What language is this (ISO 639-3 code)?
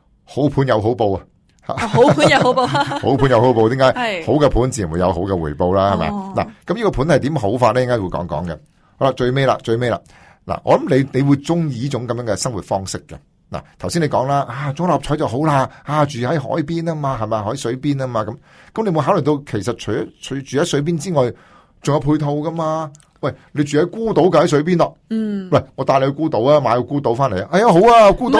yue